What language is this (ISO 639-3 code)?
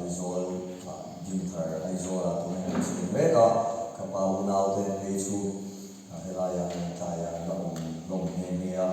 lus